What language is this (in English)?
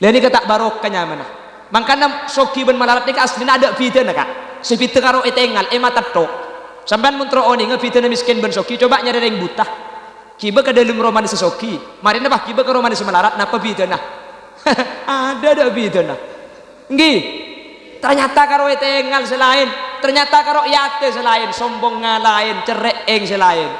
Madurese